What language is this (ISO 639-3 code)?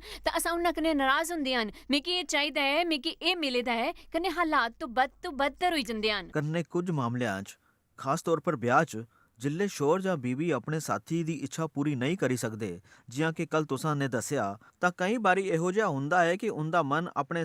doi